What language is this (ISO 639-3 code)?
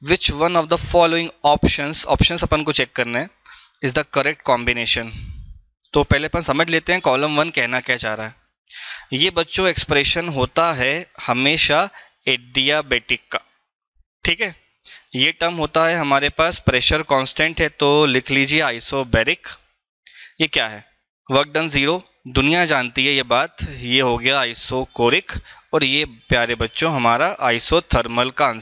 hin